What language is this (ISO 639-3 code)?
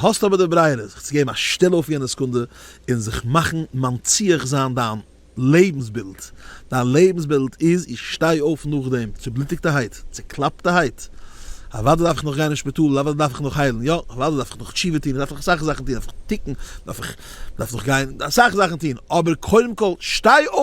yid